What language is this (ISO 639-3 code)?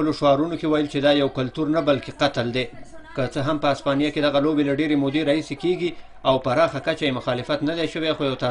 pus